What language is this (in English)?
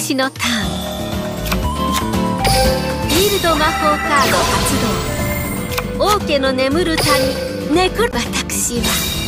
Japanese